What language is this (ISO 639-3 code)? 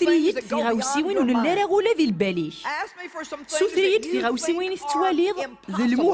kab